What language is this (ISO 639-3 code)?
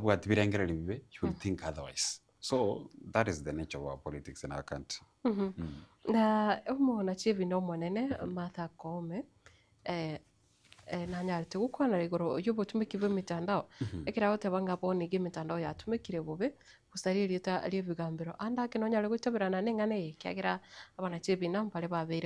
guz